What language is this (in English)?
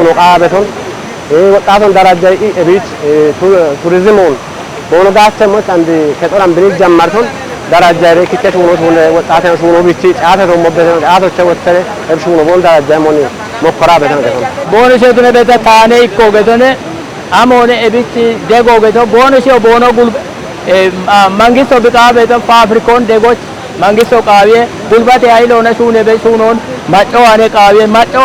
Kafa